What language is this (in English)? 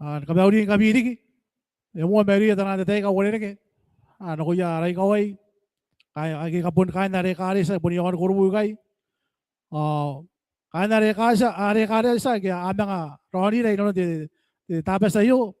Gilbertese